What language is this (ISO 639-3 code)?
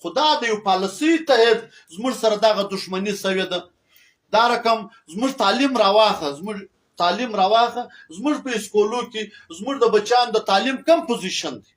pus